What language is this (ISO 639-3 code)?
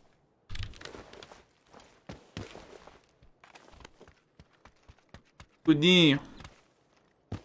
por